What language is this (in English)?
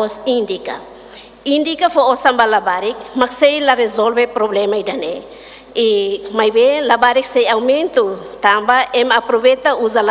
Tetum